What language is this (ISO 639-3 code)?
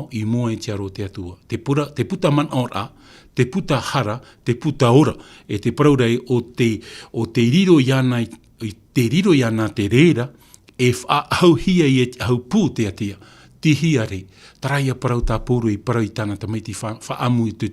tah